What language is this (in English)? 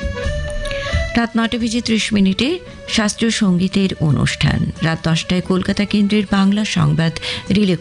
Bangla